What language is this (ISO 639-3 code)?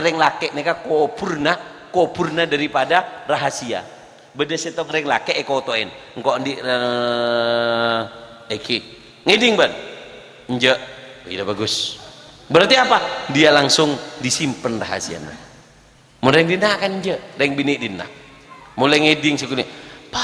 mad